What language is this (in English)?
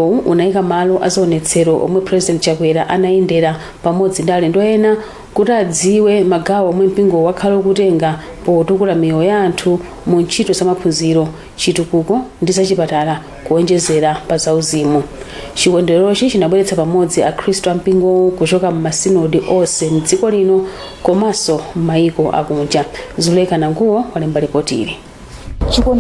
Nyanja